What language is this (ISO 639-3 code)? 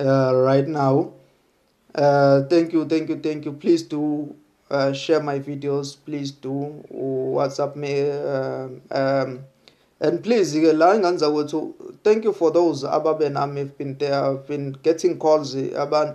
zul